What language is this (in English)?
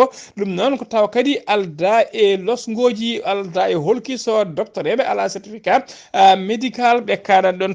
Fula